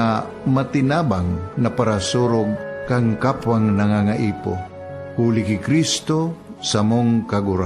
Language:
Bikol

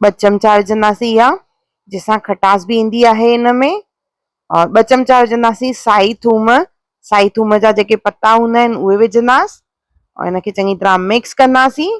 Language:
Sindhi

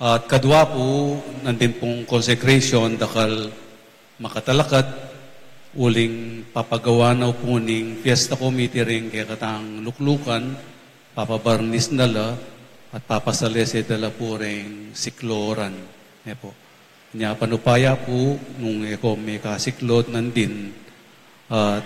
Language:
Pampanga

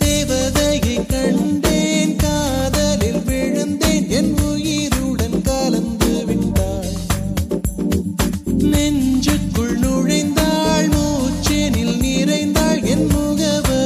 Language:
Tamil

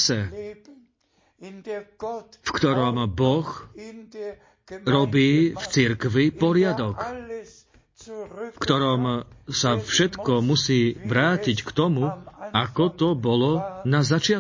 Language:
Slovak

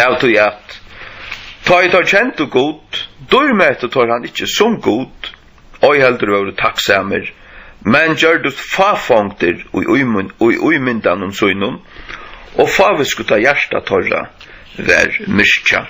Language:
Faroese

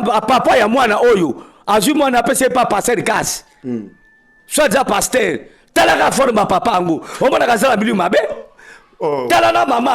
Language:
Lingala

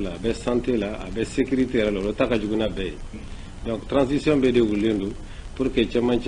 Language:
Bambara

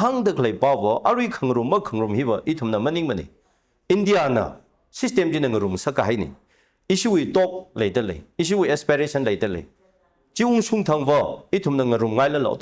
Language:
Tangkhul Naga (India)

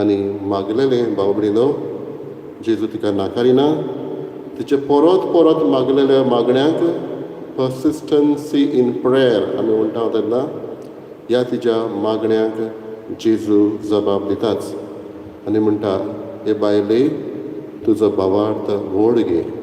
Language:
Konkani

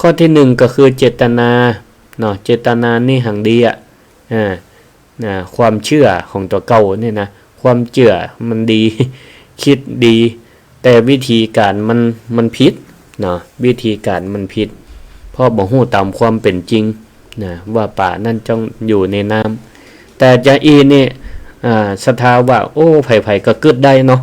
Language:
Northern Thai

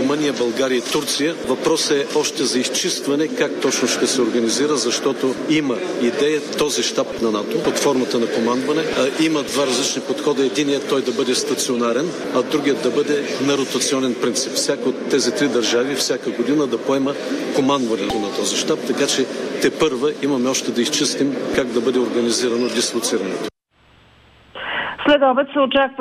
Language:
Bulgarian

